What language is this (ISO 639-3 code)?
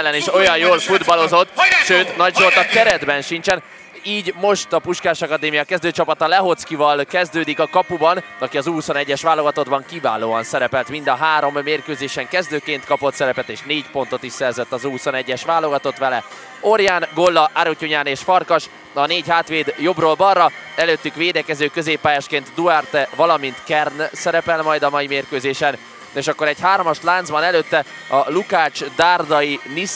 hun